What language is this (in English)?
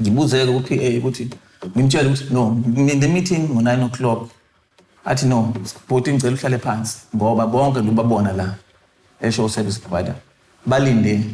Zulu